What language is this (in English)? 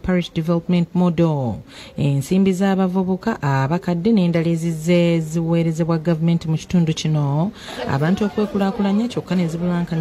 Ganda